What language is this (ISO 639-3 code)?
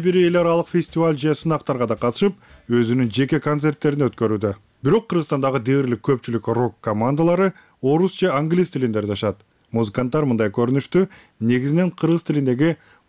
kir